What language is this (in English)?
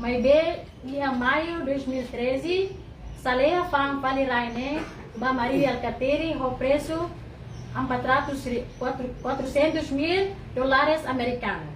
Tetum